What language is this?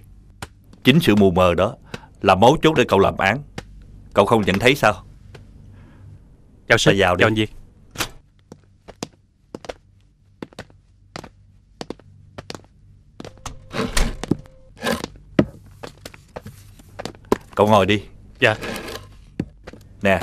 Vietnamese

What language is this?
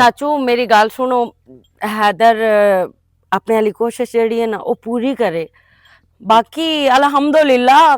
Western Panjabi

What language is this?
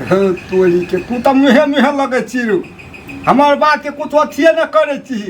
Maithili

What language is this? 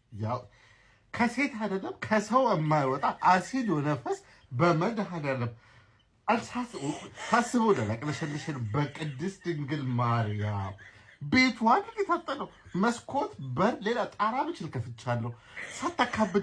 Amharic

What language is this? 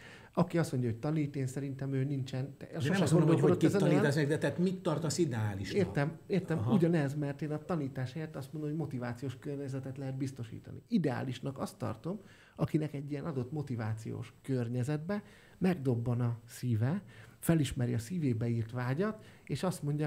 Hungarian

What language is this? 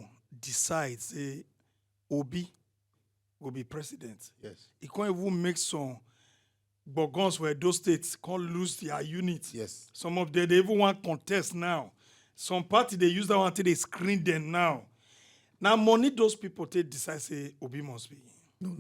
Nigerian Pidgin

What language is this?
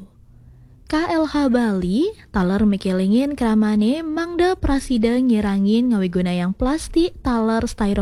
Balinese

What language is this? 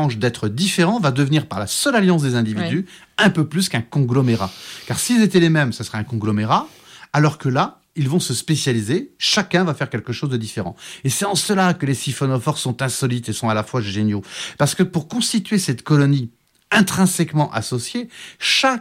French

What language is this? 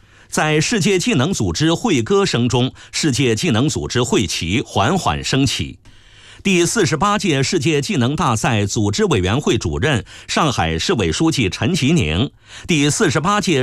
Chinese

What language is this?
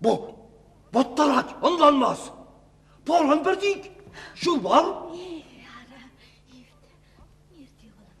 Chuvash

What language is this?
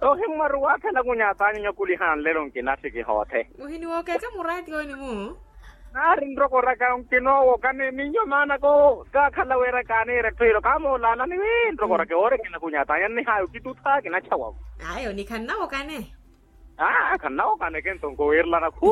Makhuwa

